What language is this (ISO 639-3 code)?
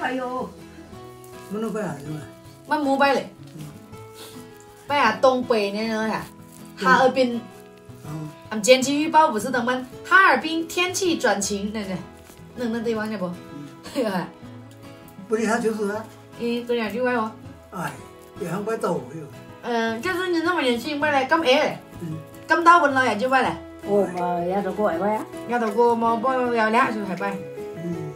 zho